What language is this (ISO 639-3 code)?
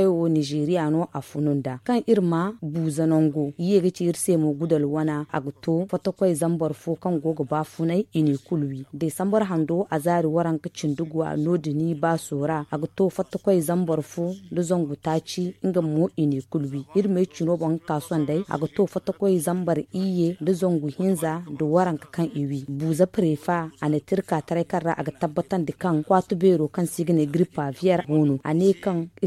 dje